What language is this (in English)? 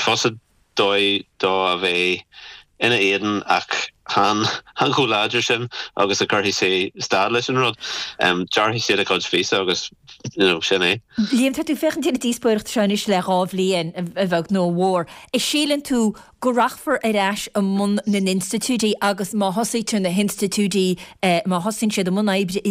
Irish